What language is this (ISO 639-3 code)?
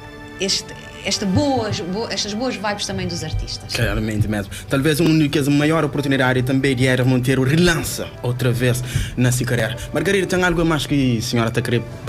kea